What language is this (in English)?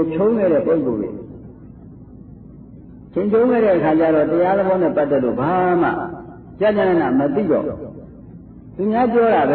Burmese